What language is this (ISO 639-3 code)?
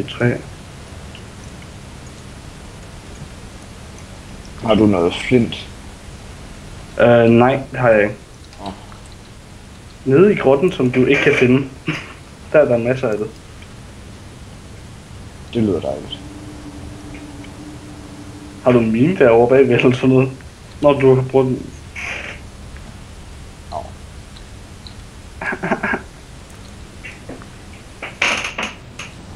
dan